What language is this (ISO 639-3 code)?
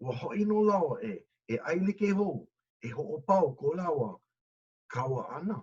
haw